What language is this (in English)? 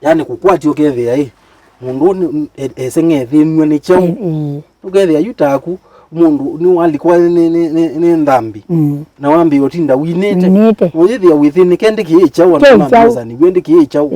Kamba